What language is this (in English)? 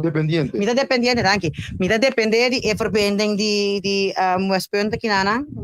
Papiamento